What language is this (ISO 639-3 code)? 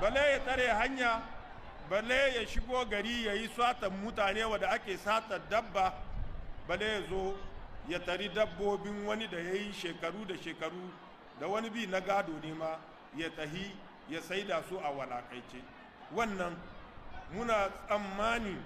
hau